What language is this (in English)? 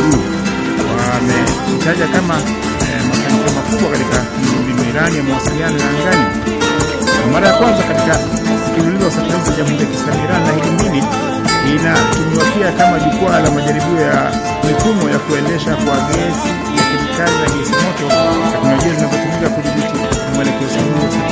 Swahili